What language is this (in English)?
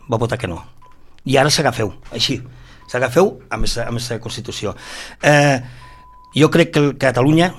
Catalan